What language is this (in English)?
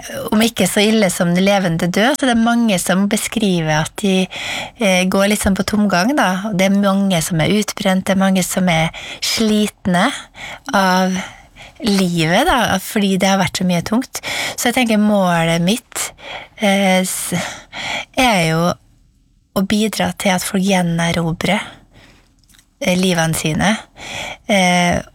Norwegian